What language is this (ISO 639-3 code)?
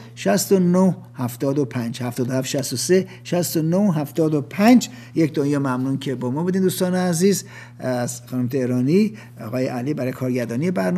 fas